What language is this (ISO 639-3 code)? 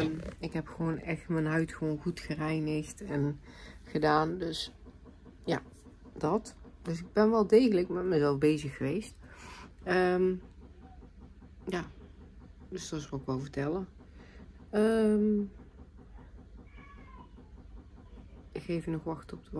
nld